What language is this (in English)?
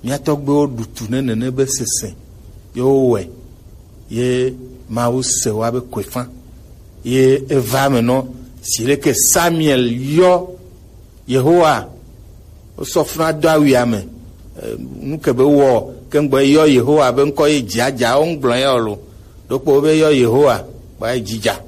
Gen